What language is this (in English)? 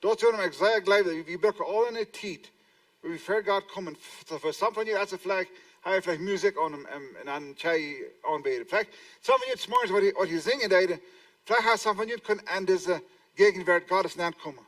Plautdietsch